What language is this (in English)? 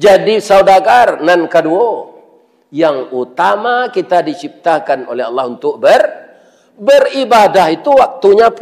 Minangkabau